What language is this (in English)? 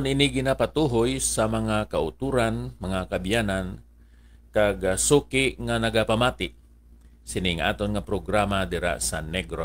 Hiligaynon